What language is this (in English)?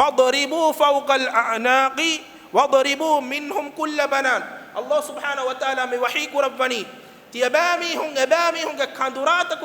Divehi